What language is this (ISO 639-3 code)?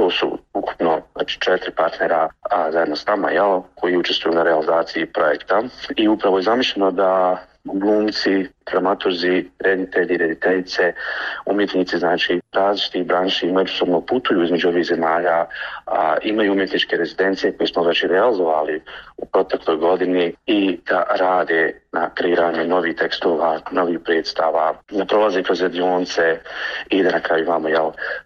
bos